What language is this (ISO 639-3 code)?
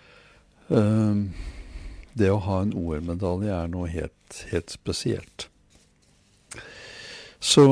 nor